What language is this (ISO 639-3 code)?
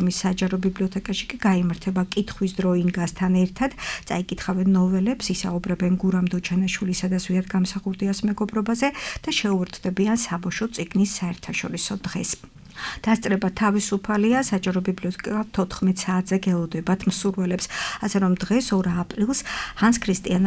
kat